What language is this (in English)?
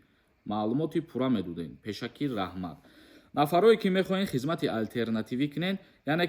Tajik